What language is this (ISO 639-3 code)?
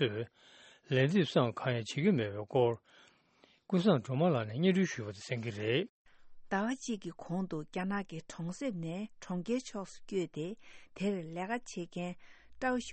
bod